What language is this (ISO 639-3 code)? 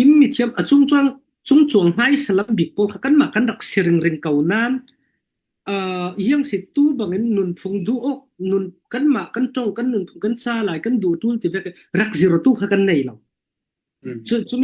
cfm